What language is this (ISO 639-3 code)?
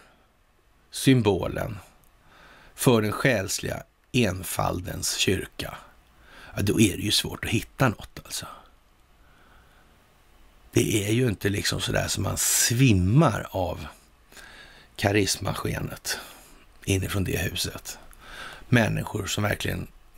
swe